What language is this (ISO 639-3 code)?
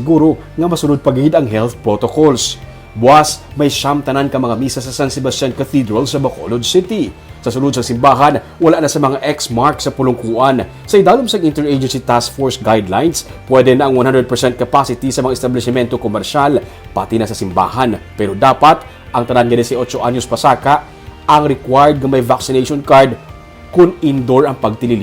hil